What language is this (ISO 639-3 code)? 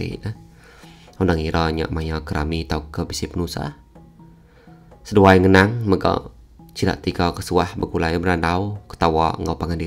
iba